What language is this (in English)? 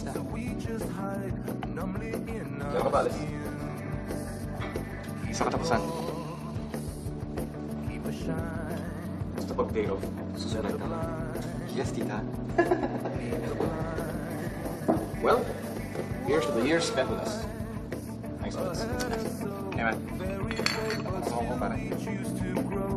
Filipino